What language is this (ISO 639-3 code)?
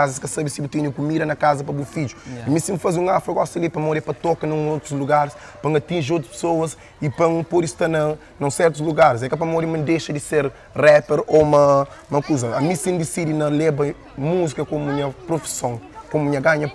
kea